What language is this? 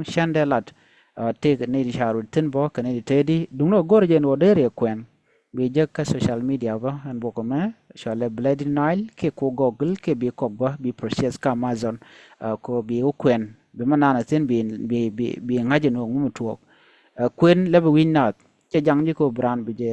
Nuer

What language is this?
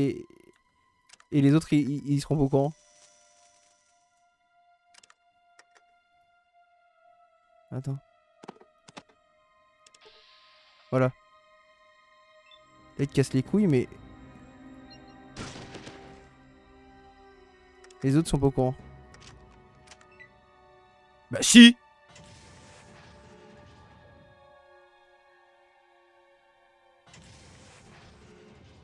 French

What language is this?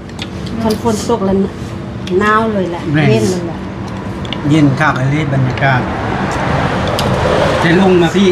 Lao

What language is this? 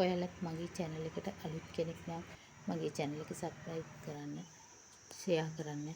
Sinhala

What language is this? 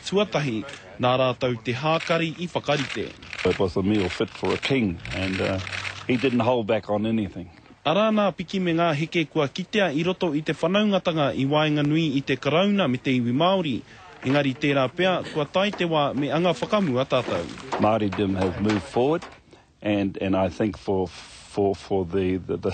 Māori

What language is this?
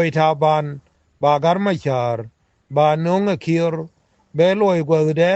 Nuer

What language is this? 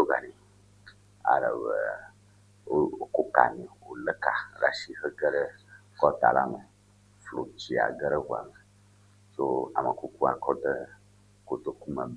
Ewe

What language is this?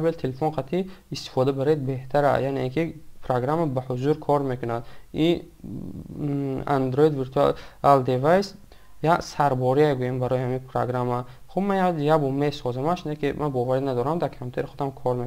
Tajik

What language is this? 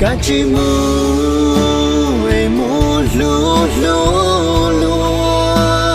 Hmong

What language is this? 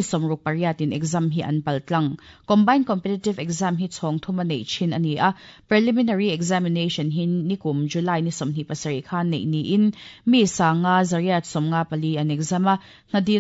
Mizo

